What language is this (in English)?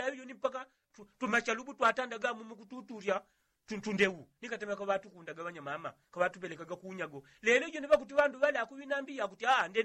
Yao